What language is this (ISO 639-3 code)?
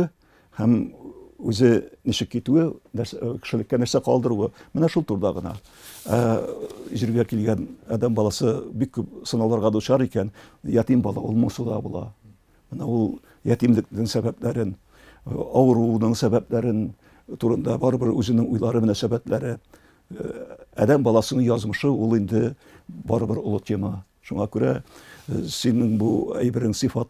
tat